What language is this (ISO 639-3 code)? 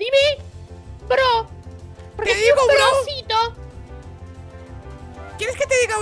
spa